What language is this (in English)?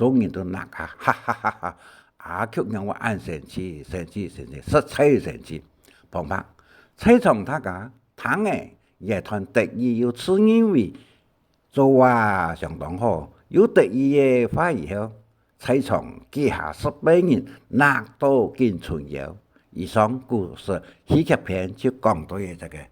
Hakka Chinese